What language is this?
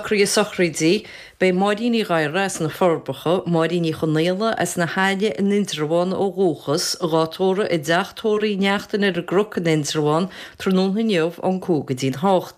Irish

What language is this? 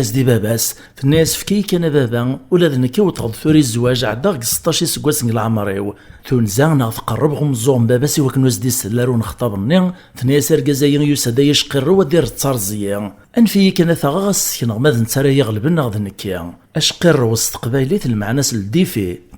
Kabyle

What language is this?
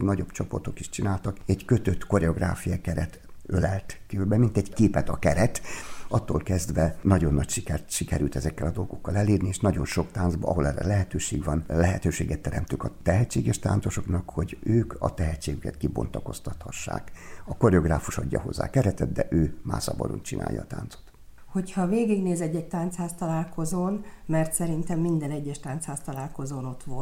Hungarian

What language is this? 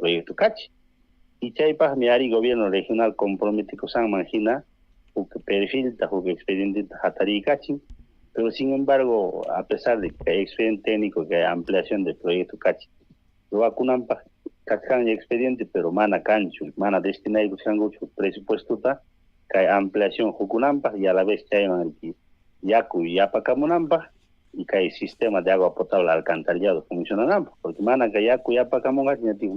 Ayacucho Quechua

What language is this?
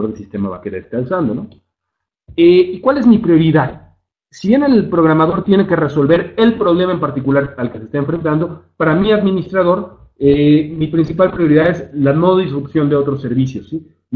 Spanish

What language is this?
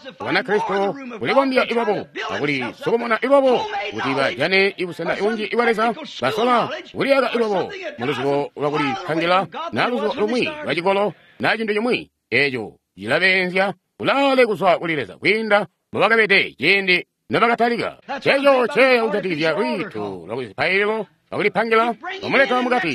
Tonga (Zambia)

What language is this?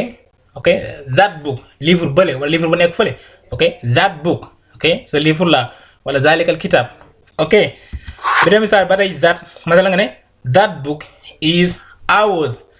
Wolof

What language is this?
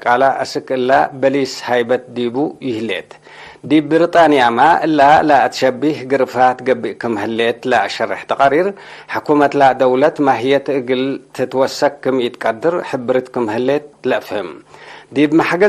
Tigre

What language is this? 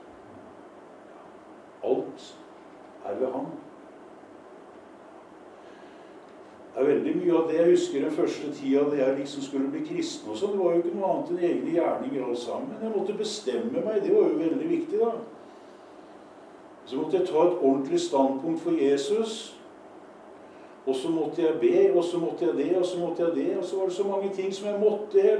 Norwegian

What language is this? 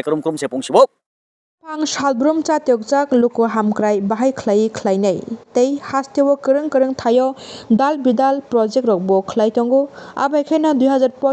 Kok Borok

